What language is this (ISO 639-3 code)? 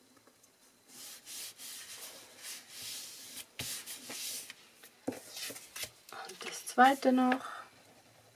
deu